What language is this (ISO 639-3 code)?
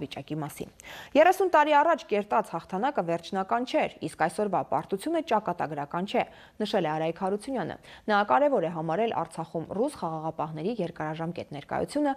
hye